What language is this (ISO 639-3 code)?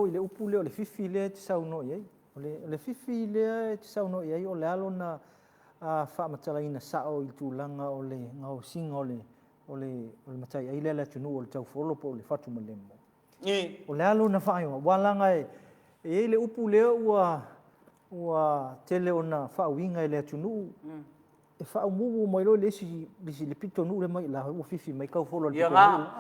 smo